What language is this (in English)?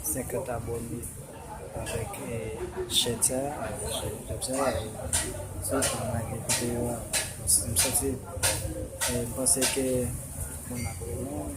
Haitian Creole